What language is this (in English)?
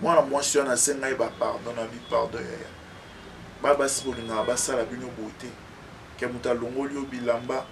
Lingala